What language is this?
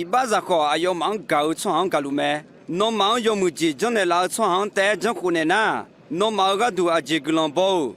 Akha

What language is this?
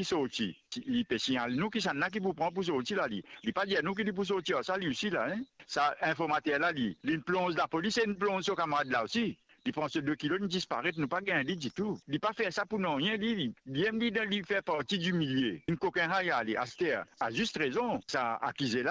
Morisyen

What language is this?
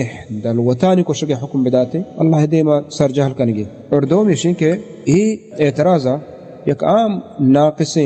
Baluchi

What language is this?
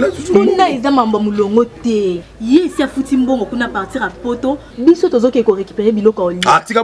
Lingala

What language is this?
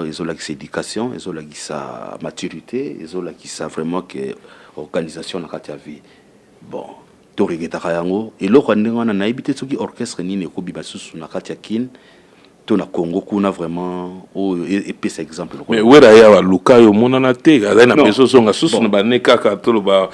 Lingala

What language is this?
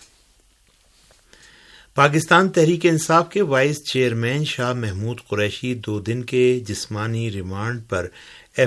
Urdu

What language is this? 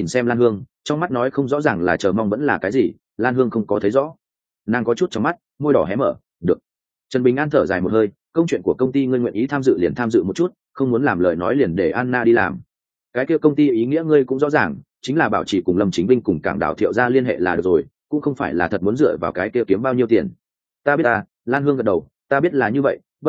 Vietnamese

